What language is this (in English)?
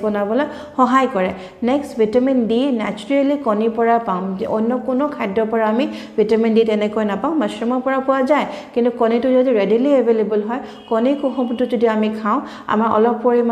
Assamese